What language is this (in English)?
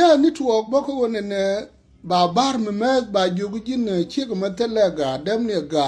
Nuer